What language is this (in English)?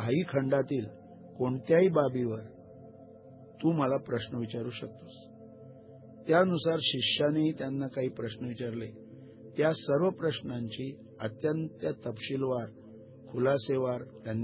Marathi